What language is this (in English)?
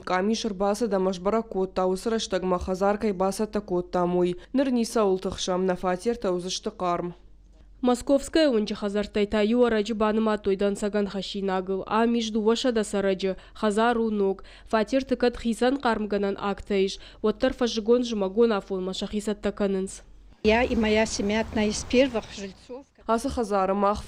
Ossetic